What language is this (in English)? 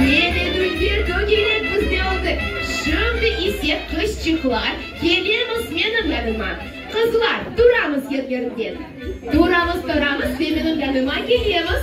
Crimean Tatar